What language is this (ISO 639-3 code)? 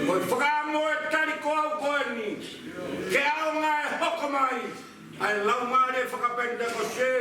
ton